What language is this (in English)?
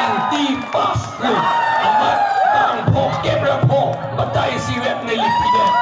Karbi